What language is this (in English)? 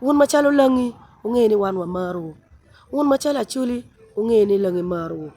Acoli